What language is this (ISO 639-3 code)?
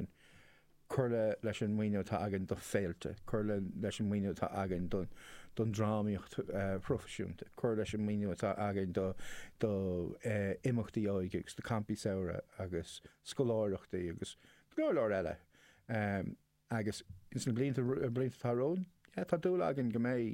gle